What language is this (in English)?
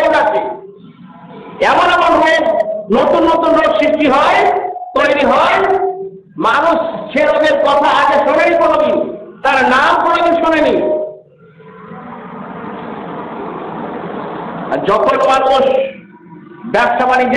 Bangla